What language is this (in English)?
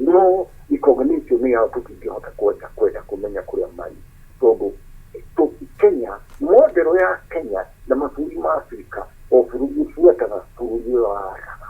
Kikuyu